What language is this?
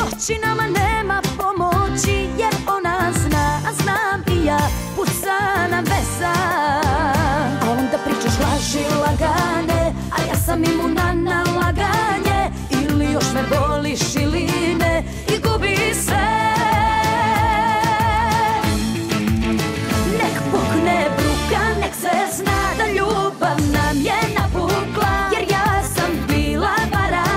Serbian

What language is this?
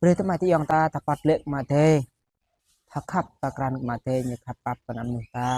Jarai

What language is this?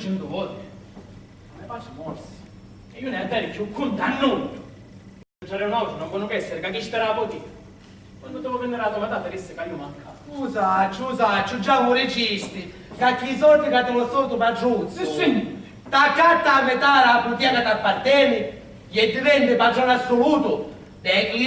Sicilian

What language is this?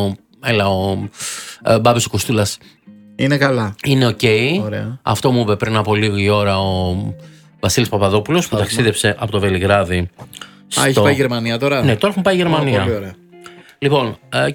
Greek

